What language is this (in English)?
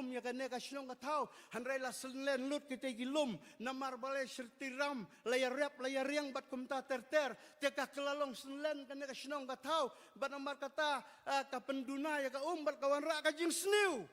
Khasi